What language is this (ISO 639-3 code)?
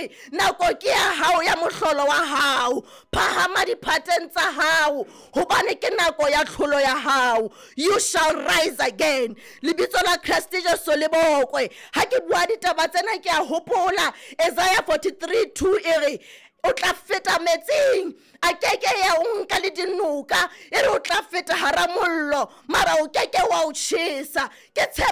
sot